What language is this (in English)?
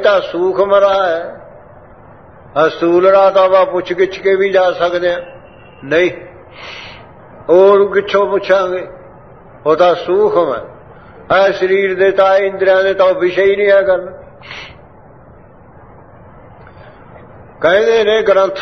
Punjabi